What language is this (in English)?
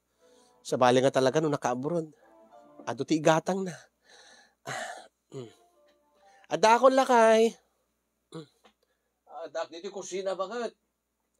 Iloko